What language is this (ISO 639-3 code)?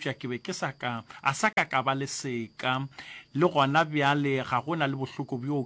nso